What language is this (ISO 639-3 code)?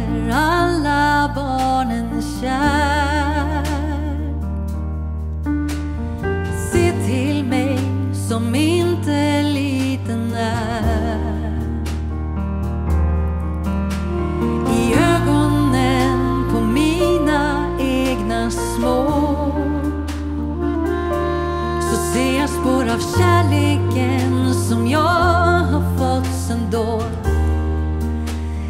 swe